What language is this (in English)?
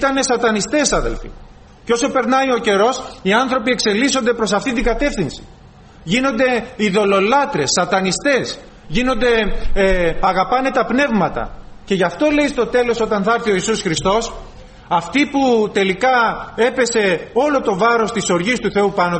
Greek